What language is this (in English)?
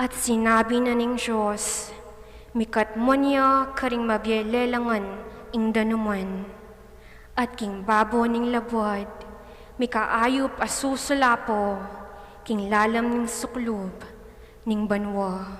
Pampanga